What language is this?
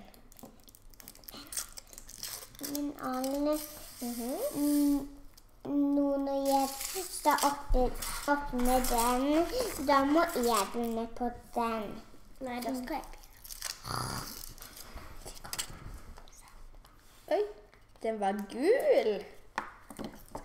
Norwegian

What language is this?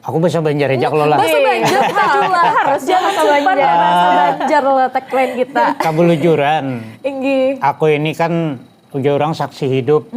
Banjar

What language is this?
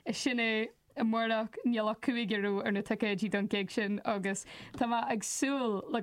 Irish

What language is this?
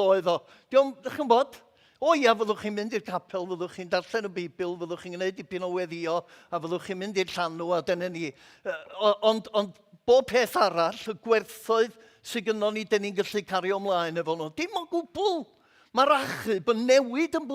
Welsh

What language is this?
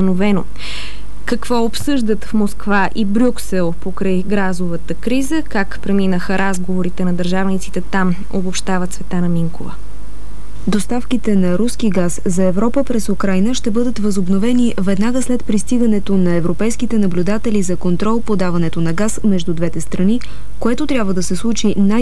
Bulgarian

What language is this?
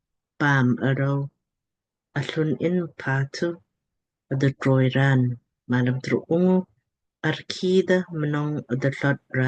Lamkang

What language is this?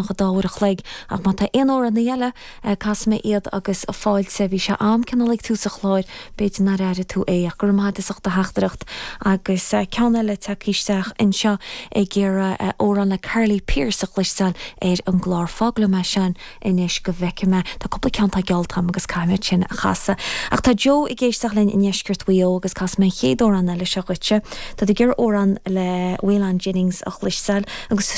Irish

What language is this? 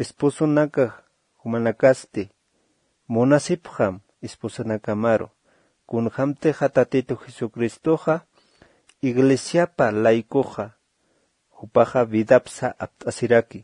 Aymara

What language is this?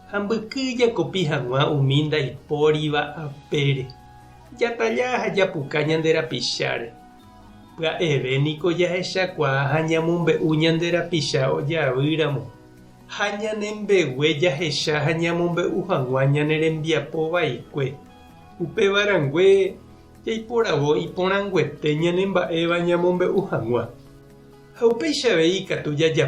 Guarani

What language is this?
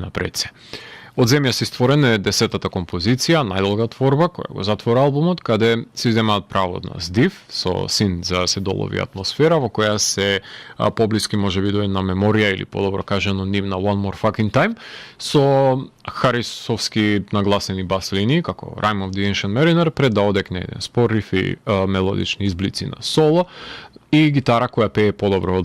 Macedonian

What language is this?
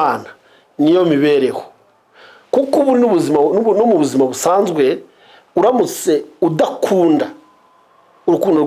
Kinyarwanda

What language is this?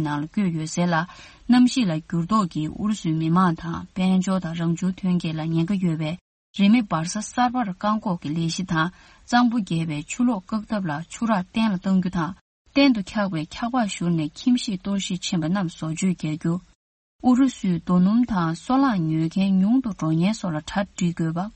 Tibetan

